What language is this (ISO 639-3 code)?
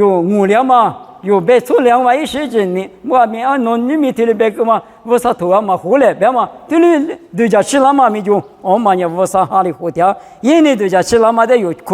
lis